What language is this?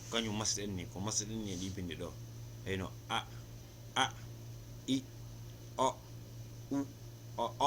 Fula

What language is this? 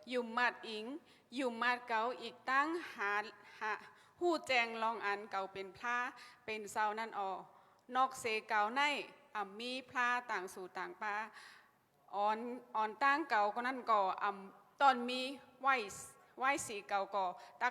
Shan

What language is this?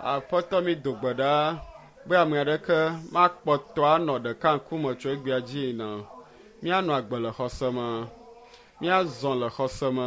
Ewe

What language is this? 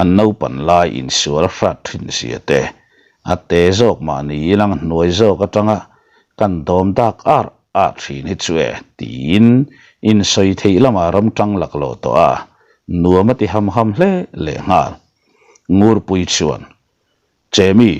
Mizo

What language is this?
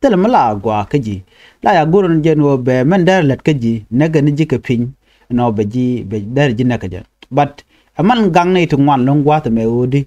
Nuer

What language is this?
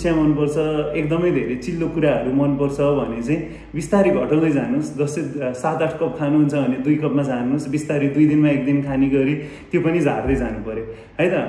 Nepali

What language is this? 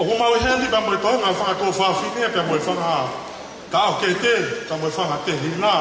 Tongan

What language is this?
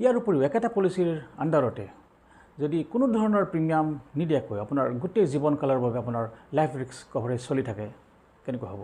Assamese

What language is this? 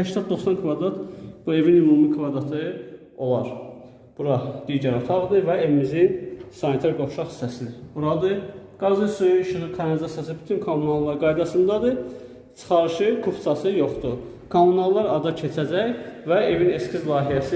Azerbaijani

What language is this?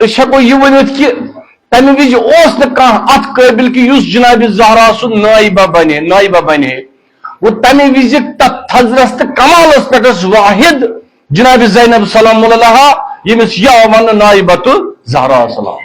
Kashmiri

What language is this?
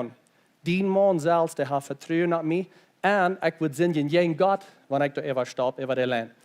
Plautdietsch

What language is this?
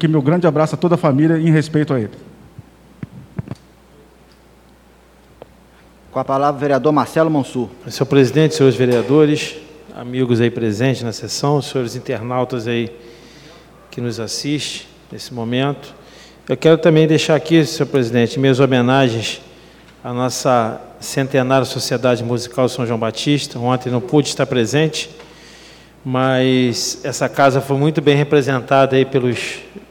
Portuguese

